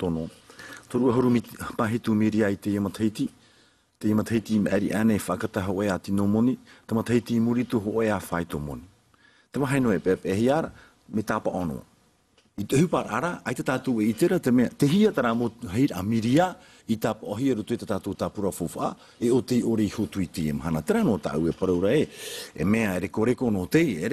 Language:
Tahitian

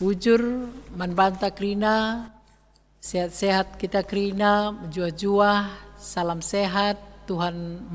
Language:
Batak Karo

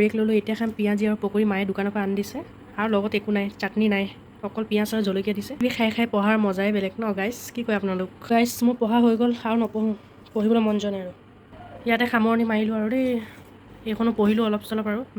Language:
Assamese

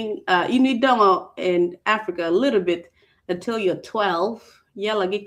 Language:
Acoli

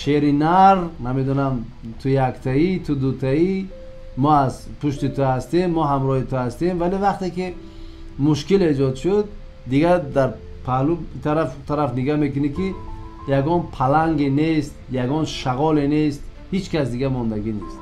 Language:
Tajik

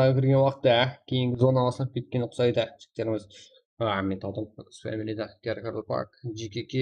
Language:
Kara-Kalpak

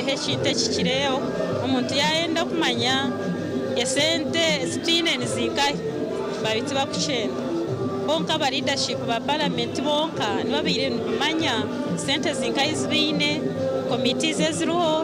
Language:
Nyankole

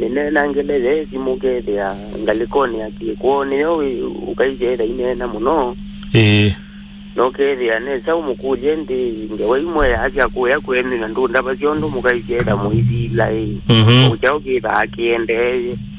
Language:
Kamba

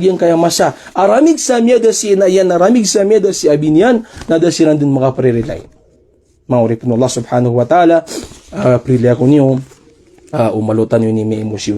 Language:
Maranao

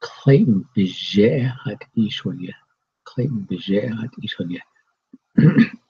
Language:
Navajo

